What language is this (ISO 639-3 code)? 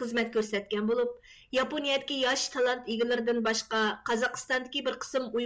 uig